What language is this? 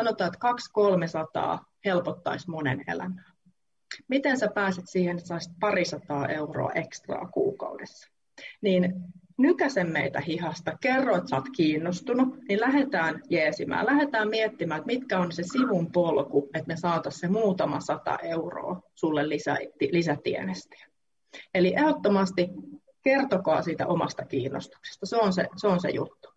Finnish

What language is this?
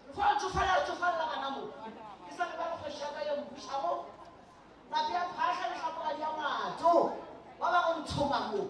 Northern Sotho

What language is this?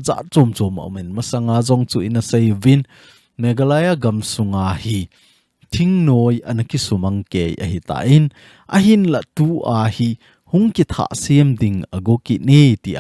Thado Chin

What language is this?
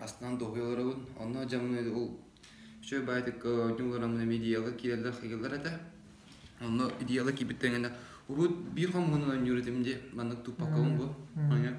Yakut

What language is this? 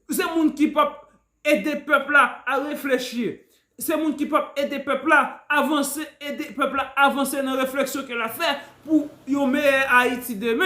Haitian Creole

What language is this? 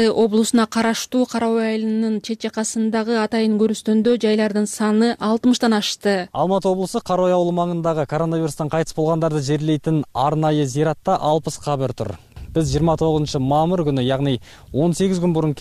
Kyrgyz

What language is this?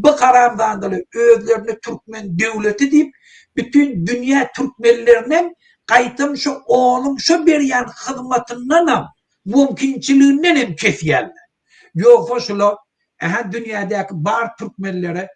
Turkmen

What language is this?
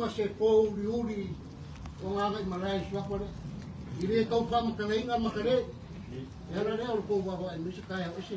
Samoan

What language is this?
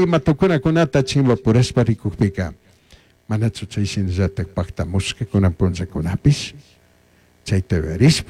Chimborazo Highland Quichua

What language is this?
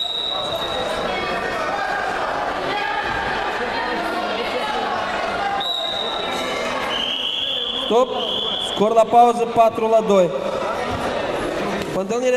Romanian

